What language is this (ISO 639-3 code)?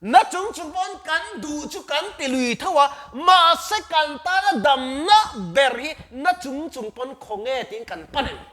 lus